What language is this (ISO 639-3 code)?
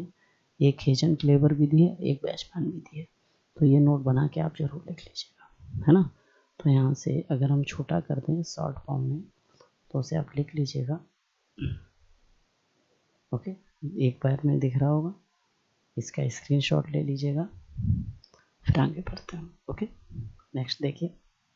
hin